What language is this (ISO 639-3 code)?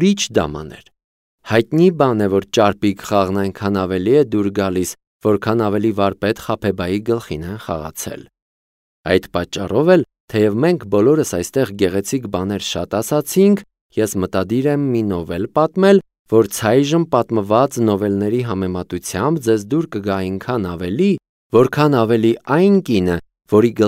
hye